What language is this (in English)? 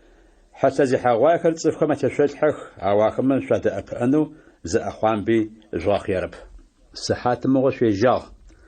Adyghe